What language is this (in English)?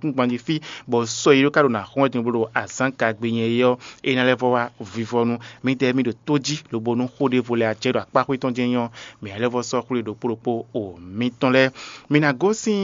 Fon